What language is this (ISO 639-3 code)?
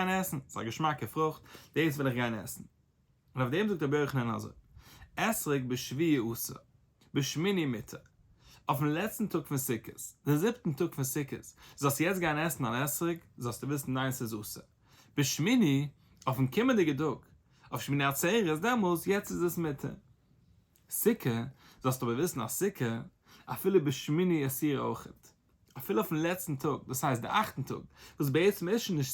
yid